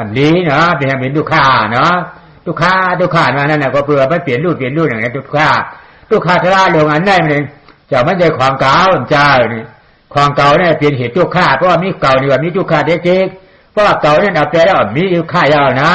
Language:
Shan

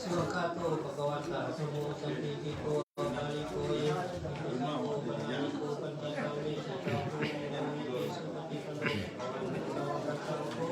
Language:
Pali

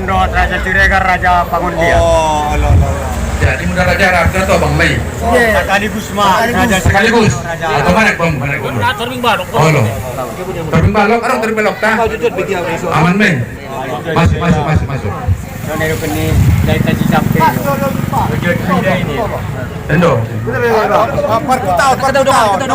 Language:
Batak Angkola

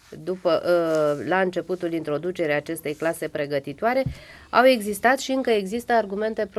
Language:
Romanian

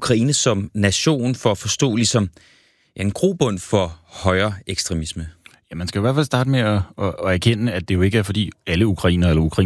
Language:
Danish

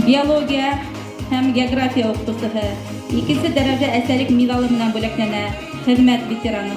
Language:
Bashkir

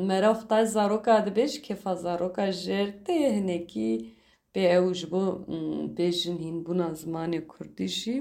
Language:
Kurdish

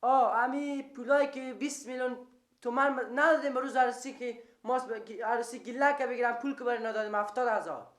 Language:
Persian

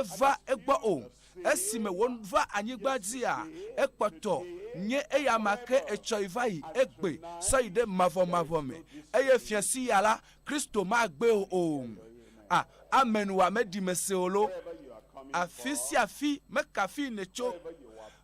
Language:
Ewe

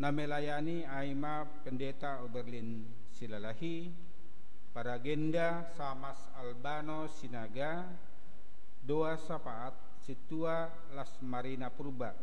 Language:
Batak Simalungun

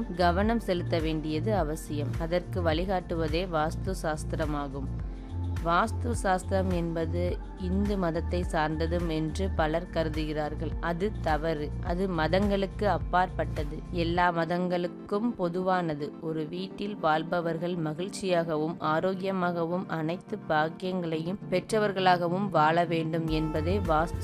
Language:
Tamil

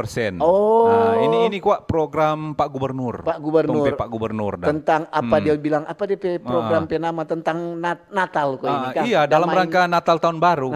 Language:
Manado Malay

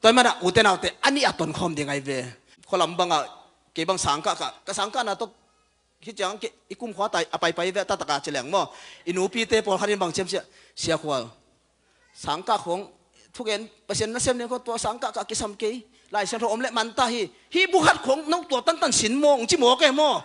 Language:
Tedim Chin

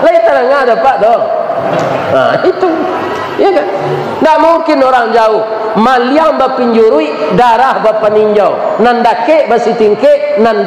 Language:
Minangkabau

